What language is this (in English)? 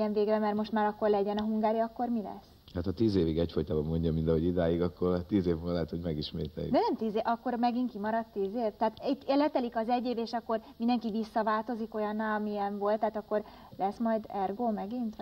Hungarian